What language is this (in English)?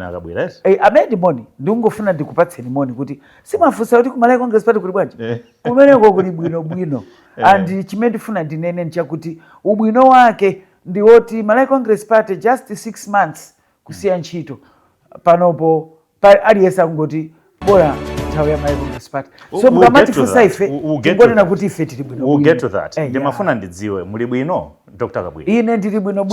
Nyanja